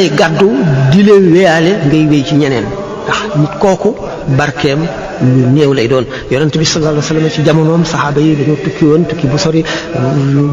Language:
Wolof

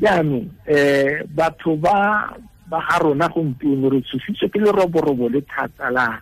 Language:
Tswana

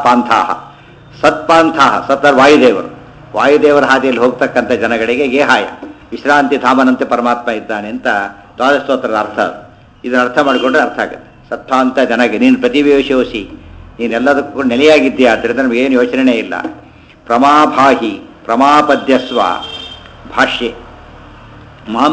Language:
Kannada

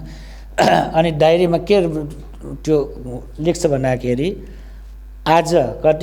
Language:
Nepali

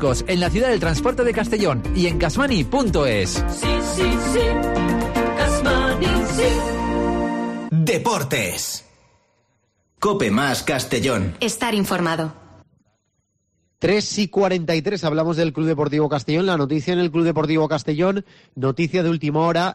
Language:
Spanish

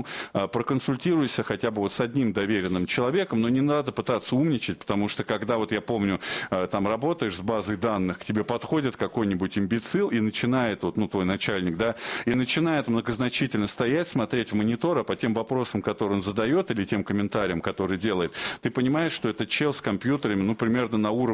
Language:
Russian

